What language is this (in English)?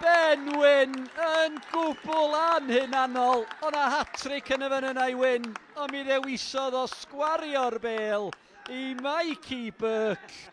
Welsh